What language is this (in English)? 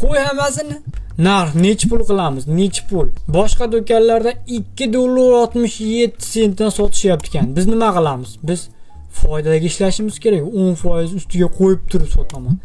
Uzbek